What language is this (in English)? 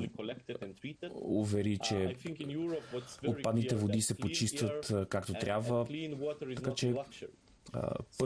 Bulgarian